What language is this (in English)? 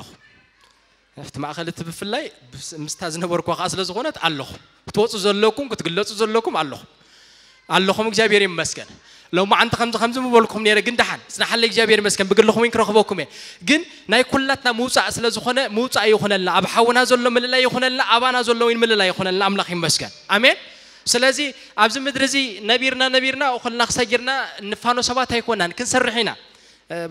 Tigrinya